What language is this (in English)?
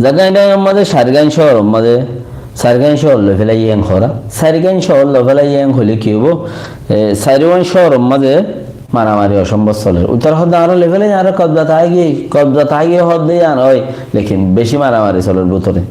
Rohingya